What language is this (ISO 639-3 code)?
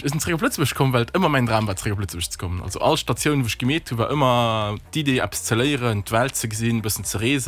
ltz